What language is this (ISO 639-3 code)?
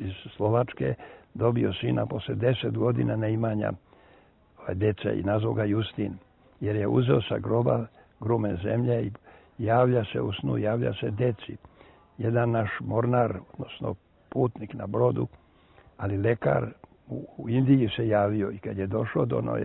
srp